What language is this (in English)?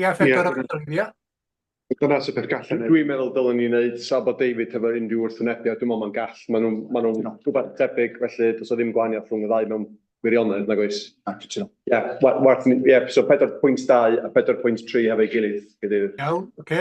Welsh